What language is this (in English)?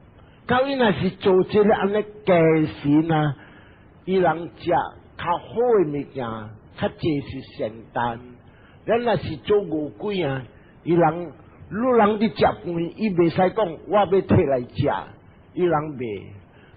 Min Nan Chinese